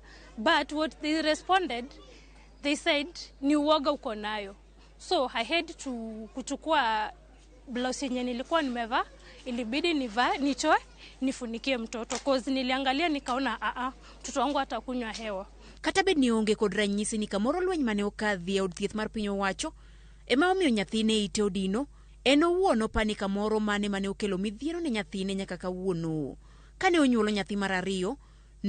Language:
Luo (Kenya and Tanzania)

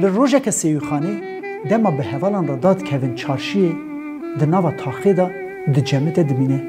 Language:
Kurdish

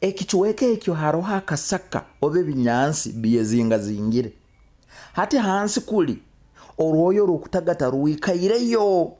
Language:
Nyoro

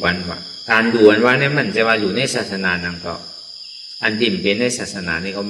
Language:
Shan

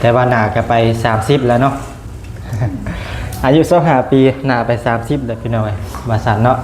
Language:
Lao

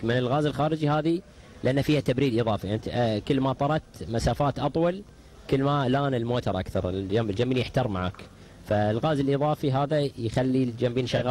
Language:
Gulf Arabic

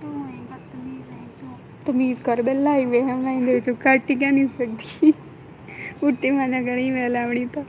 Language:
Saraiki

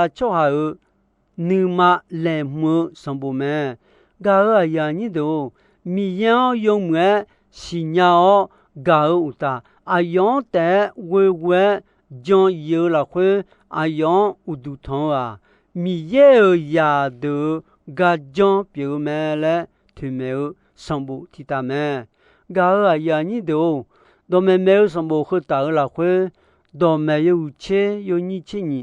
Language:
Akha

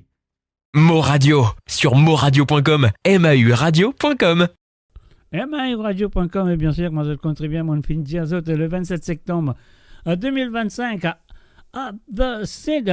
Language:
Morisyen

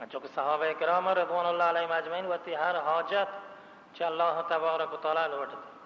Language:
Baluchi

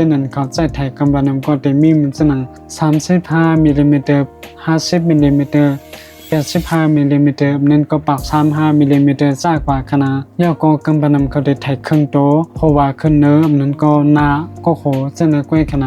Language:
Shan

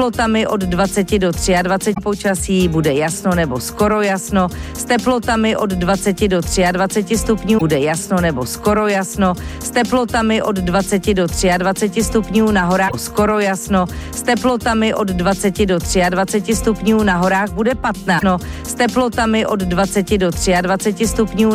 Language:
Czech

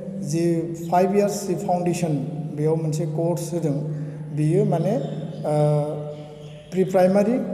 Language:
Bodo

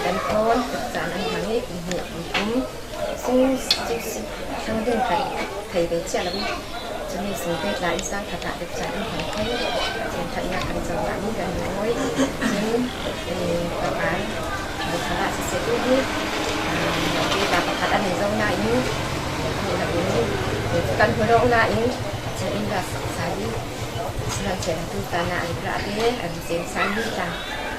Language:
Falam Chin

